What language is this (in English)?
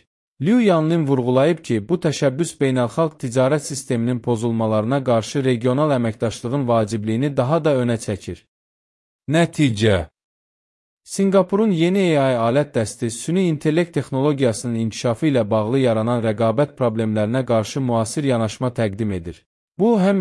Azerbaijani